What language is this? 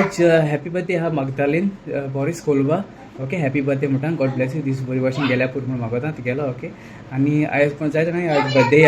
Konkani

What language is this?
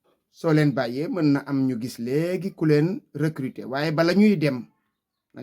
Wolof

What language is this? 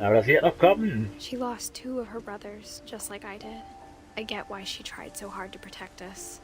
Swiss German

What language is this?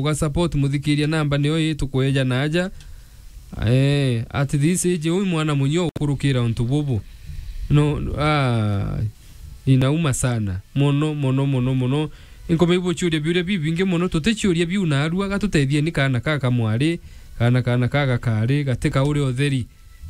Meru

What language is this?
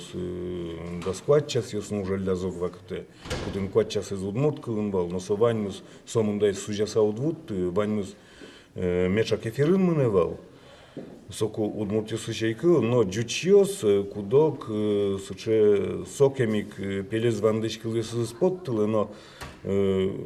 Udmurt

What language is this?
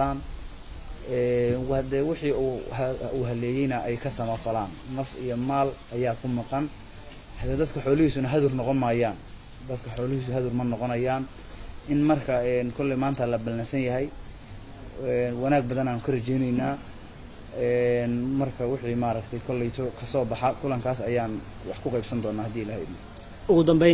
Somali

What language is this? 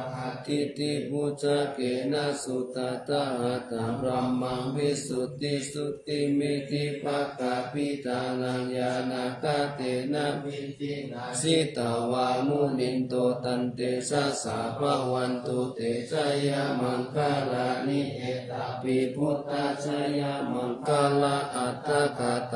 Pali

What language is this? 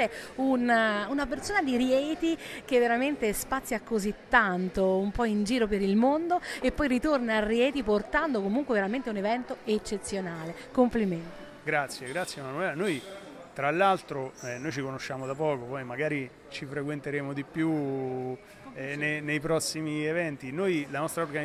Italian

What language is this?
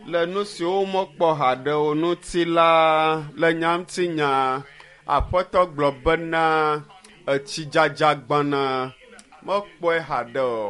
Ewe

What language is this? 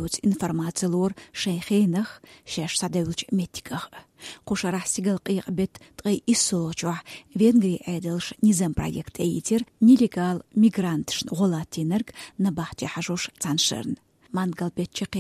Chechen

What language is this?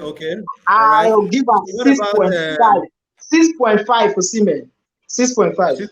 Nigerian Pidgin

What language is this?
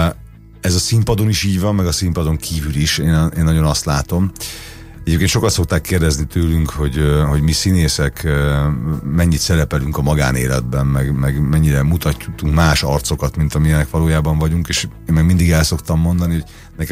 Hungarian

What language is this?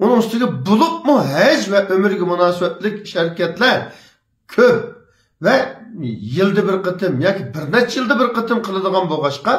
Uyghur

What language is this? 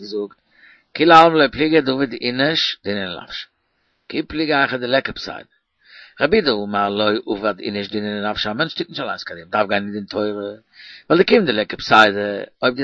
Yiddish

